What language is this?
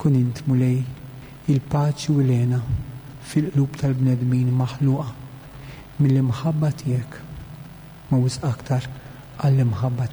Maltese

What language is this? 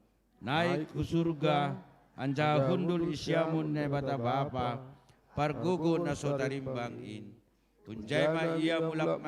Batak Simalungun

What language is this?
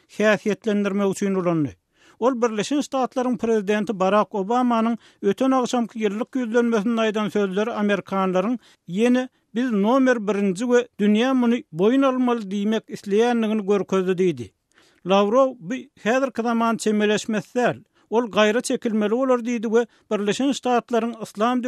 Turkmen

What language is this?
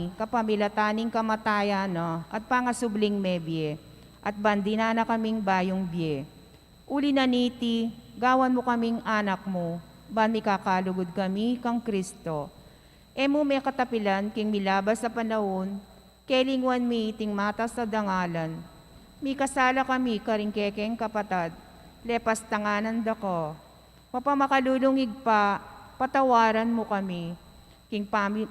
Pampanga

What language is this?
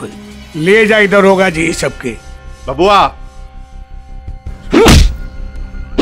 Bhojpuri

